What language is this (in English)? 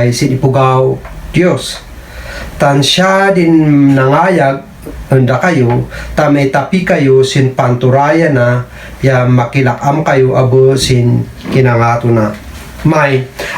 Kankanaey